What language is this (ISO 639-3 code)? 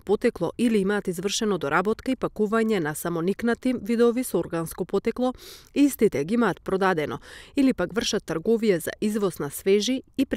mkd